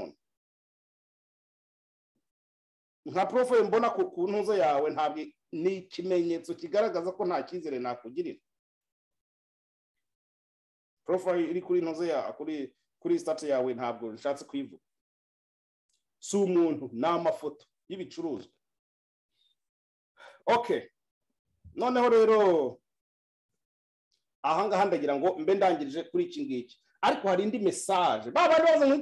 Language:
Kinyarwanda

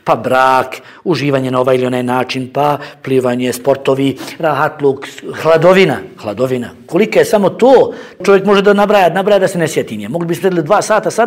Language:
Bosnian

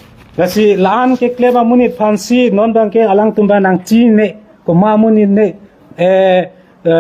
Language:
Karbi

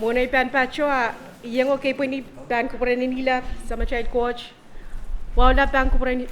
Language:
Pohnpeian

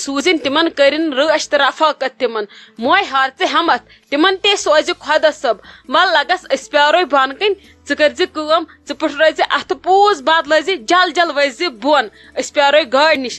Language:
Kashmiri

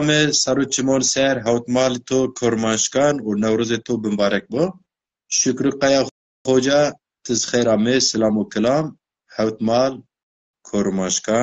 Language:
Zaza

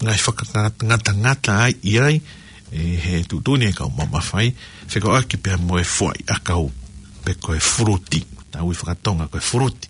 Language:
Tongan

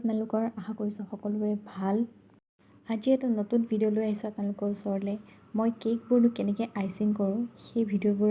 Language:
Assamese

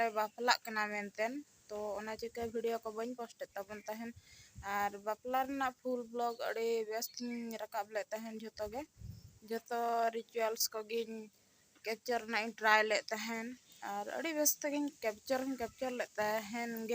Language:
Santali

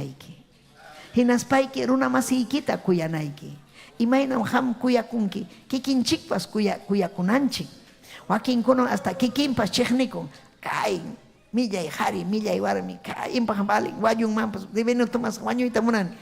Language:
Ayacucho Quechua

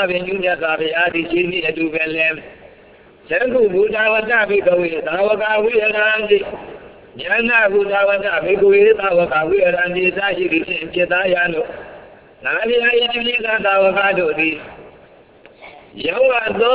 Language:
Burmese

